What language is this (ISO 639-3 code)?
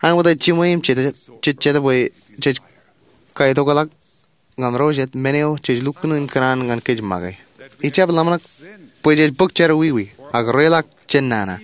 mah